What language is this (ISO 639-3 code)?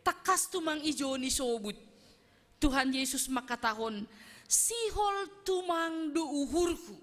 bts